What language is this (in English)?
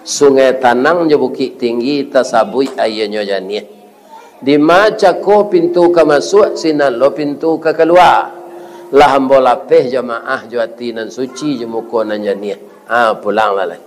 Minangkabau